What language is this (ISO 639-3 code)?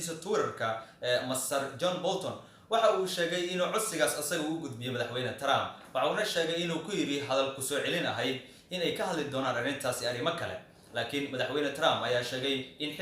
som